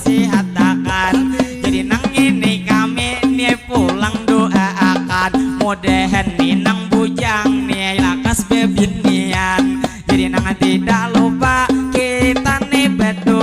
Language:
Banjar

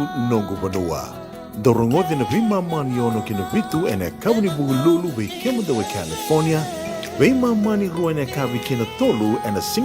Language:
Fijian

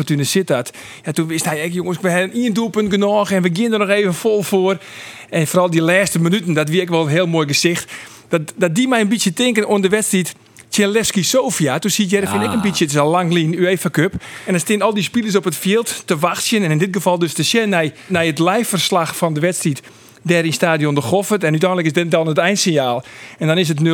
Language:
Western Frisian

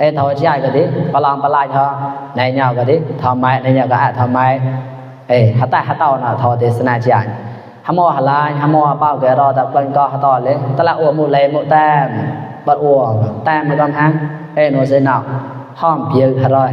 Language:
Mon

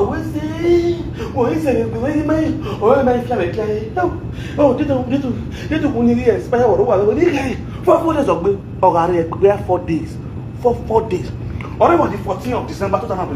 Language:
Nigerian Pidgin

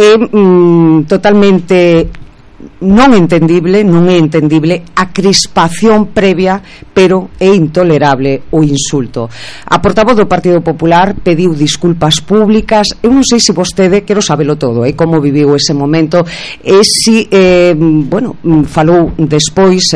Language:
Galician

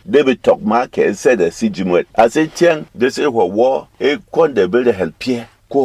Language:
Berom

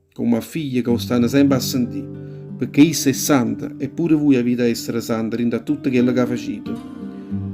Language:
Neapolitan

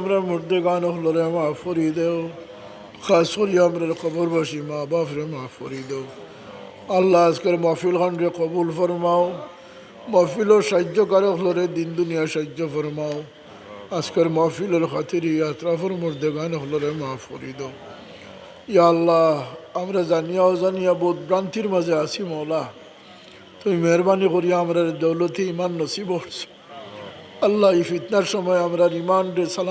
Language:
Sylheti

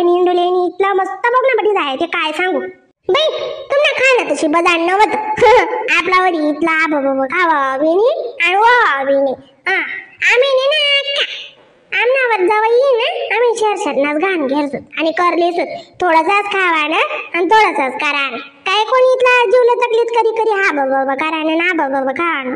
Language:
Khandesi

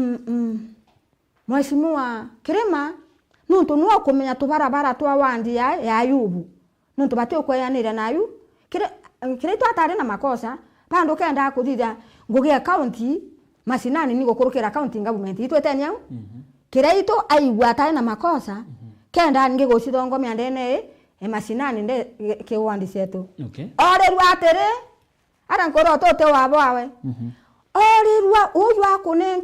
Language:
Meru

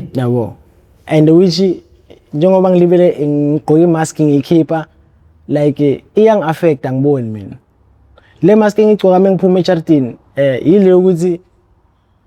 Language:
Zulu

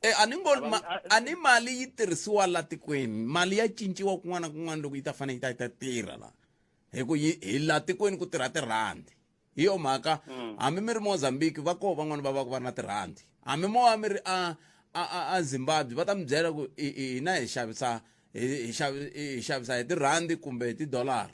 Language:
Tsonga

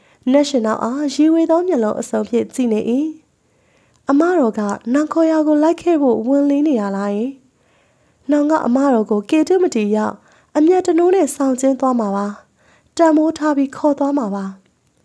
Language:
Burmese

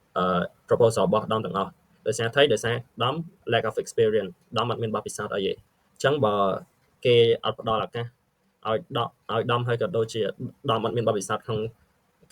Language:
Khmer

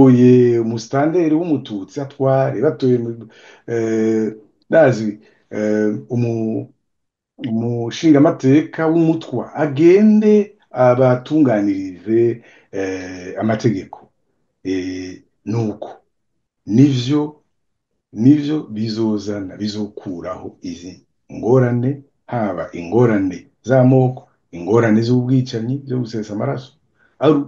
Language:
Rundi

